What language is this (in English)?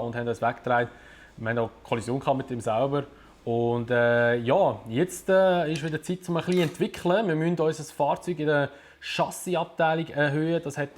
Swiss German